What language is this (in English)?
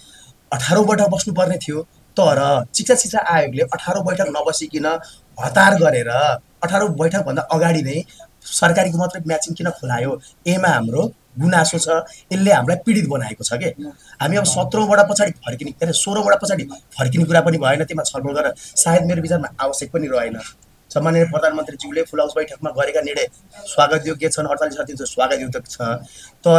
Nepali